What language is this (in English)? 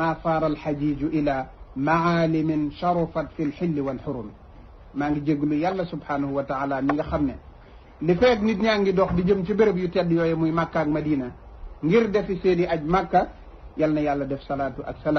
Wolof